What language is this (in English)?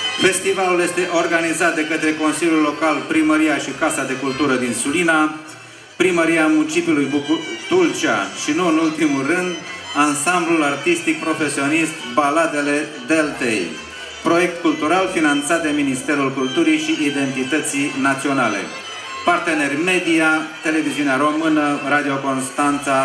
Romanian